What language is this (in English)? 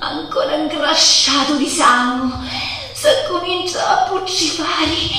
Sicilian